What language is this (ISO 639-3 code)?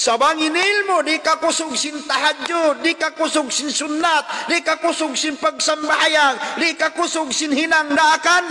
tsg